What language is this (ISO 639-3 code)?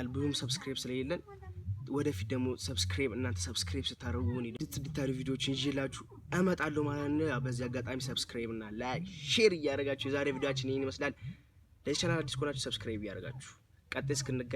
amh